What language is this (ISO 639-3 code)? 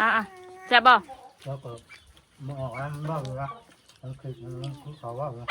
tts